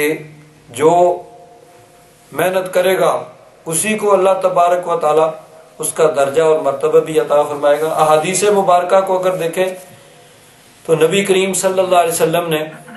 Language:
Urdu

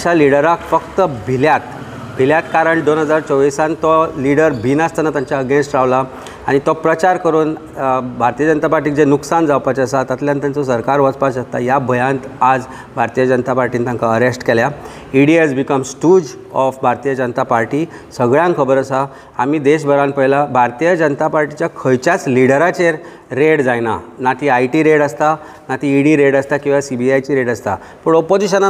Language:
Konkani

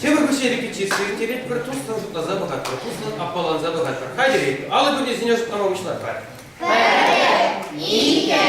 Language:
Chuvash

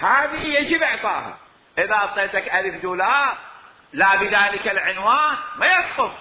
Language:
Mesopotamian Arabic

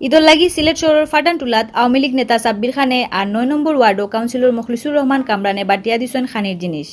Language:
Sylheti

